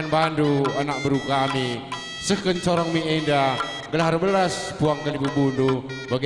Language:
Batak Karo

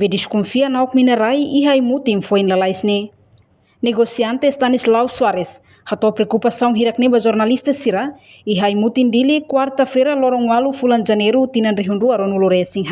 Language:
Tetum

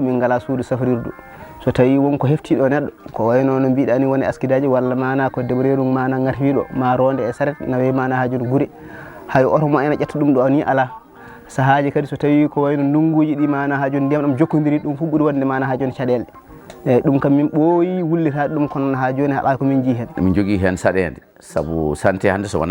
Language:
Fula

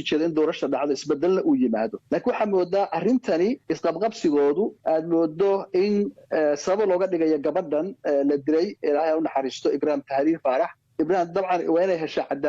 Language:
Somali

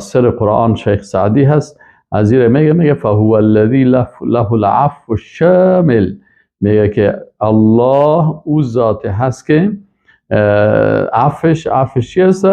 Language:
Persian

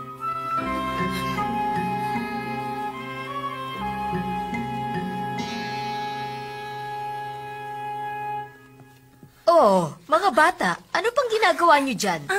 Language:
Filipino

